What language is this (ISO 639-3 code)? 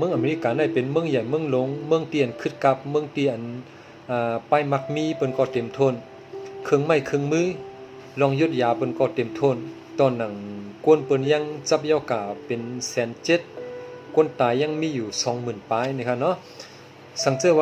shn